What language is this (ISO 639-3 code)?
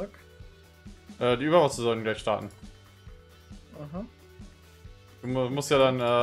deu